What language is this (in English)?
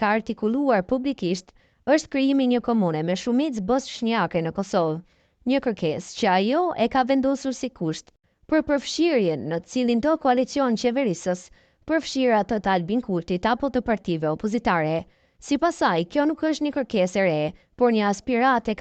Albanian